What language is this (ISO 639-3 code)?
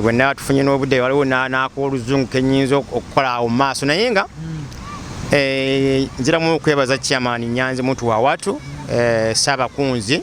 lug